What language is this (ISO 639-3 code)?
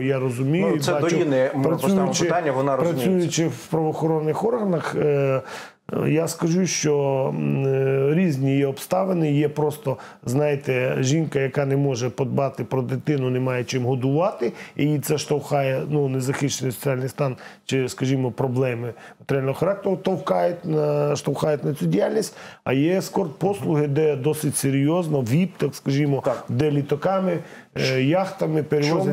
ukr